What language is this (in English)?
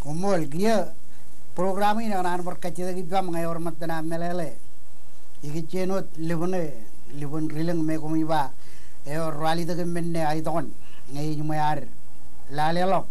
Marshallese